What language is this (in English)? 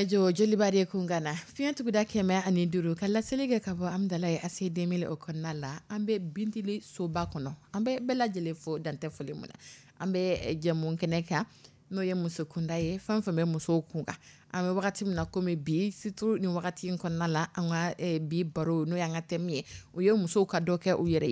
Dyula